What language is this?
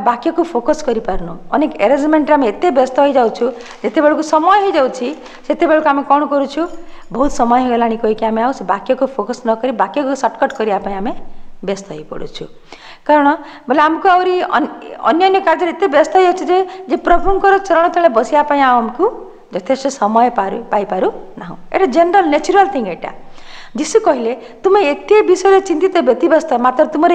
Odia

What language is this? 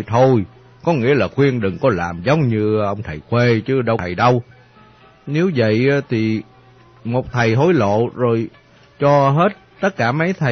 Vietnamese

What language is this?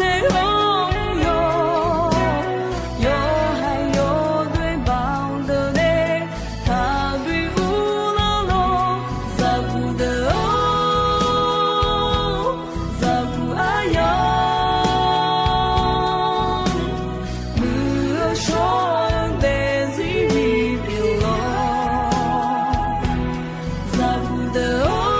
Akha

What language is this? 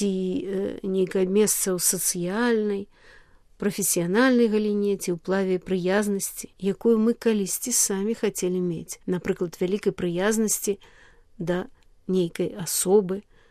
Belarusian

